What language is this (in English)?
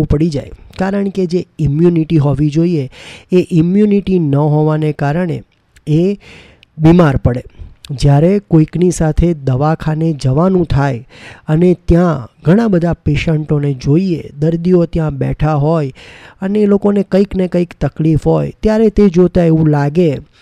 Gujarati